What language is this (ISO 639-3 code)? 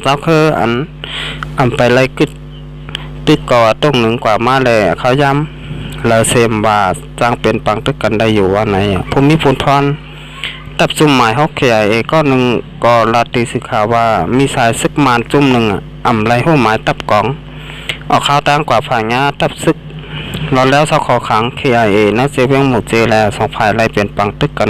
shn